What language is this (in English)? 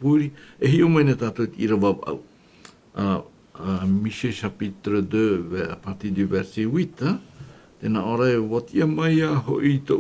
Tahitian